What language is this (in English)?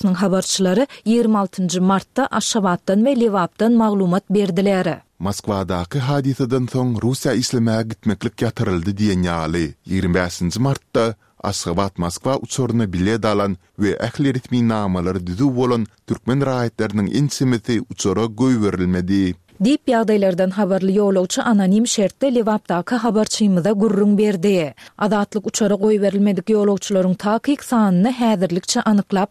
Turkmen